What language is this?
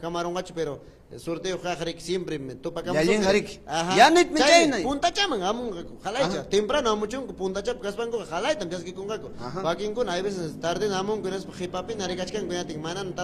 Ayacucho Quechua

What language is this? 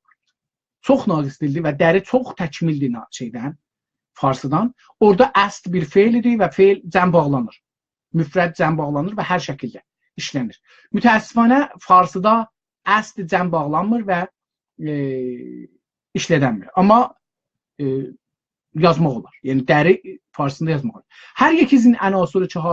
South Azerbaijani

